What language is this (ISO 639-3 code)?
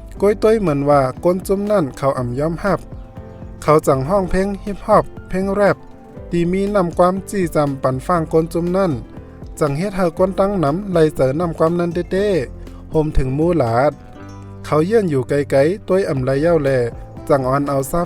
shn